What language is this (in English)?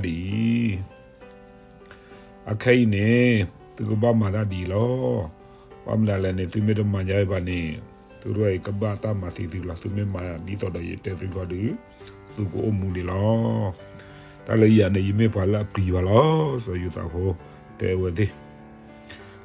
S'gaw Karen